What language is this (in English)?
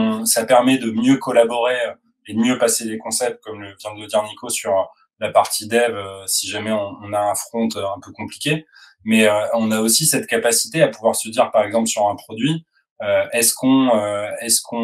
French